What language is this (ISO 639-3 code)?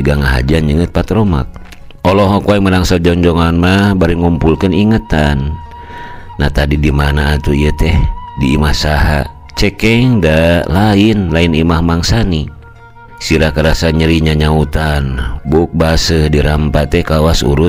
sun